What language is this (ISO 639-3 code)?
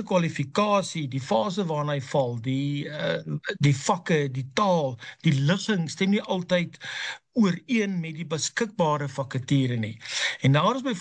afr